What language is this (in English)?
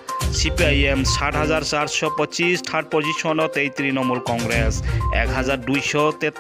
Kok Borok